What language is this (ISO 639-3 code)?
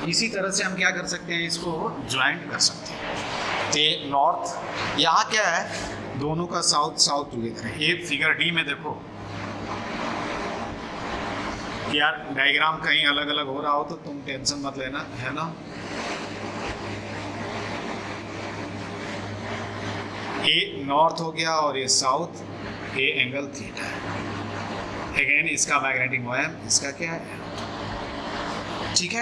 hin